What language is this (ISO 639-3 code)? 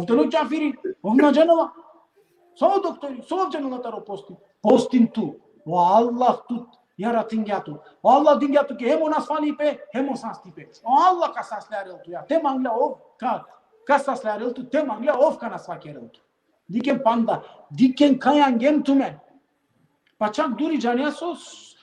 rmn